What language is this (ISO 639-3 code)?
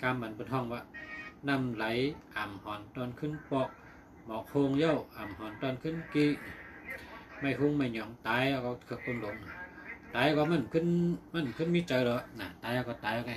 shn